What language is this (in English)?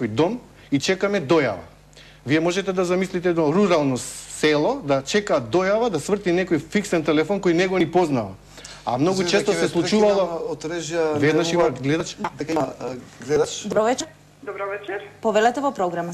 Macedonian